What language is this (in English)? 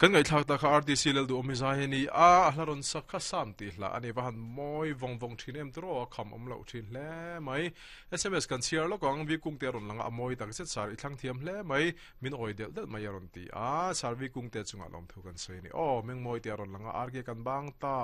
Mizo